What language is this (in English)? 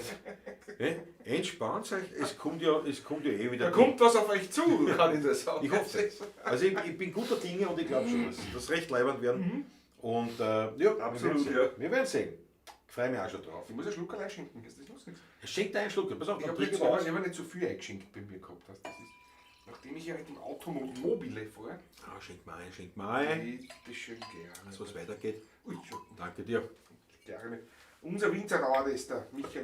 Bavarian